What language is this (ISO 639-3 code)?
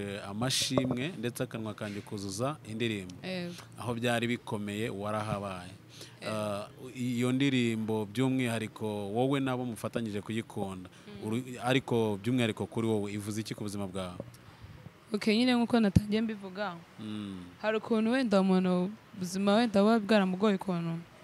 kin